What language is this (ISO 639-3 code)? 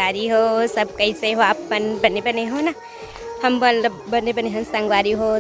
hne